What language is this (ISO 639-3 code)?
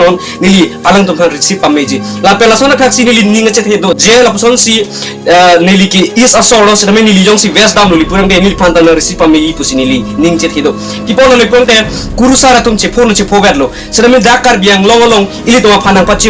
mjw